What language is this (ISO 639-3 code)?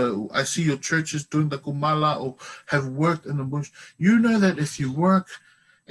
ton